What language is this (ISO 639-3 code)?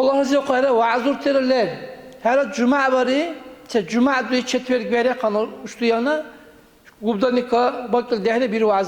dar